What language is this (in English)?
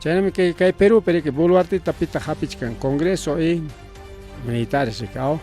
Ayacucho Quechua